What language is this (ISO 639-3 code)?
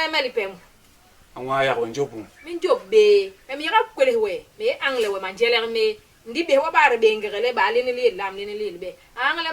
bas